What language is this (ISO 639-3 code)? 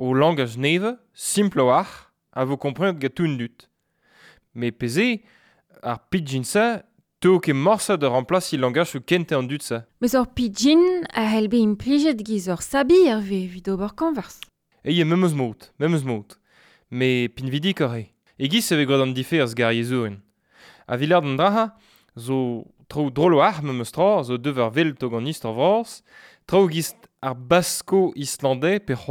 bre